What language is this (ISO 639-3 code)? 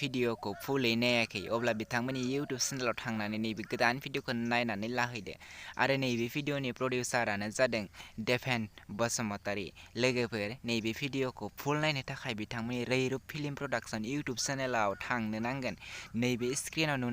brx